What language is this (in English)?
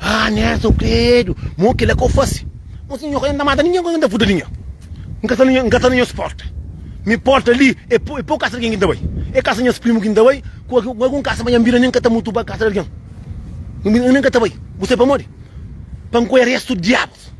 Kabuverdianu